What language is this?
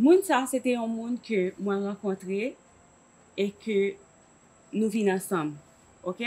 Haitian Creole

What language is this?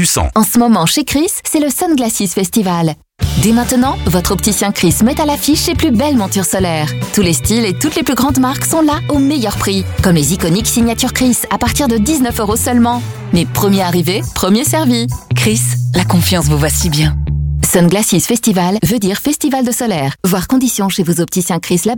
French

